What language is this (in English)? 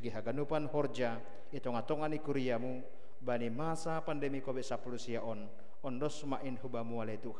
Batak Simalungun